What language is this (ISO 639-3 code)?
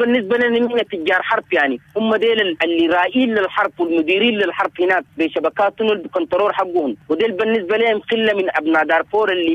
apd